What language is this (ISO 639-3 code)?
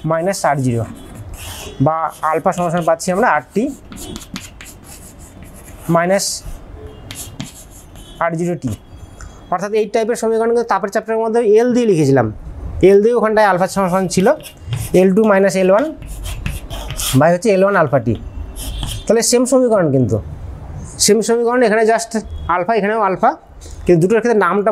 ben